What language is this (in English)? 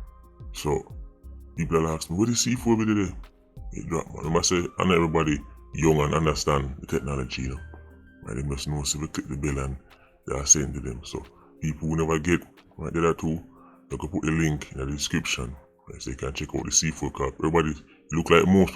Jamaican Creole English